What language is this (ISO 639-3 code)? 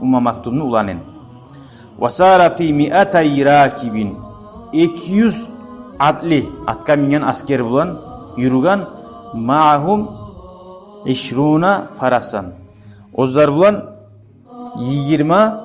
kum